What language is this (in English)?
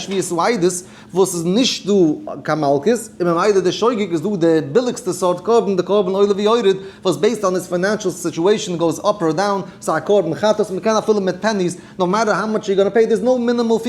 Yiddish